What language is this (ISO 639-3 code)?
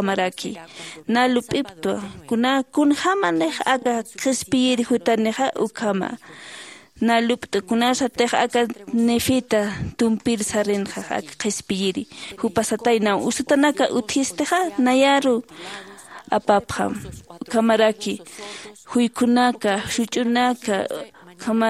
aym